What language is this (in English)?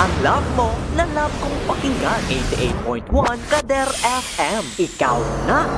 Hiligaynon